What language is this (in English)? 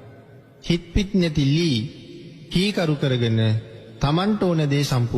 Sinhala